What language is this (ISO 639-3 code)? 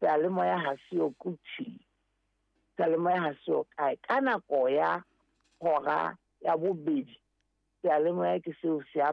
sot